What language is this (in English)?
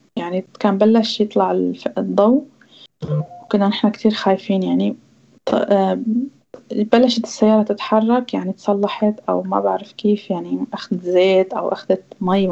North Levantine Arabic